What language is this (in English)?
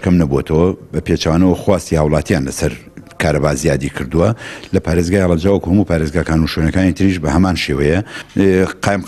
Central Kurdish